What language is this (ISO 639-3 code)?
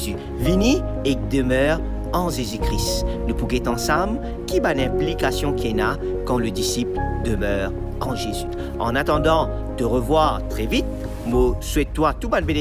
mfe